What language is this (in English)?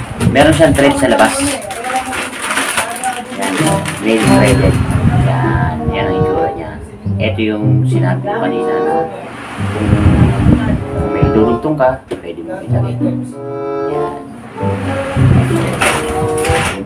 Filipino